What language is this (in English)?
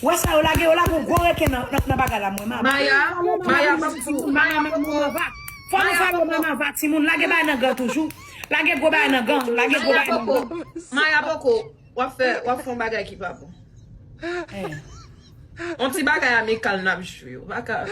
Haitian Creole